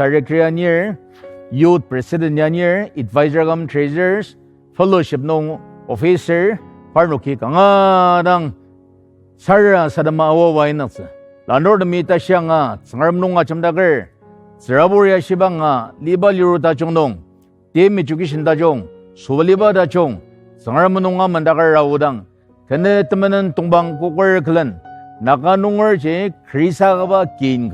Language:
Ao Naga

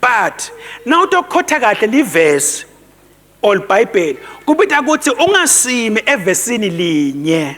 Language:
Swati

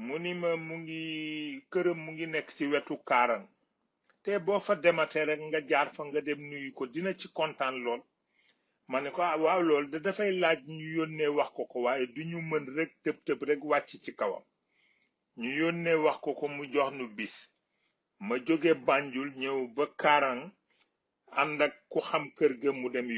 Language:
Wolof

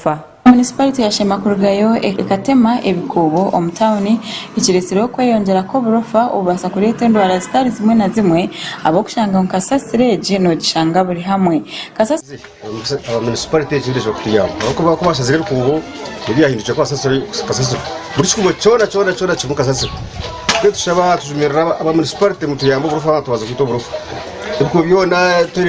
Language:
Nyankole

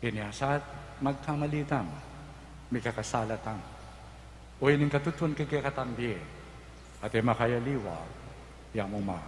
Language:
Pampanga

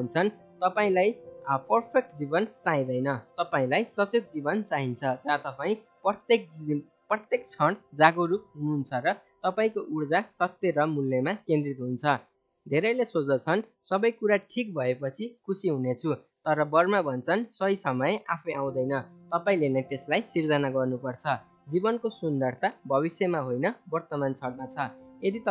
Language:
Nepali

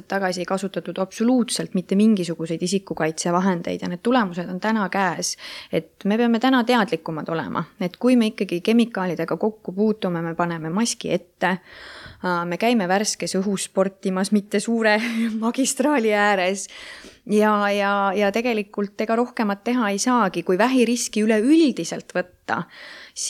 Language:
Estonian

